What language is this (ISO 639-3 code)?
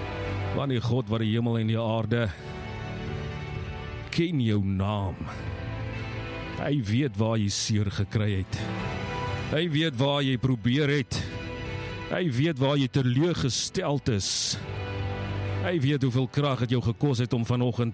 afr